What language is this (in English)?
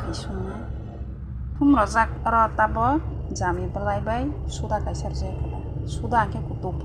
Kok Borok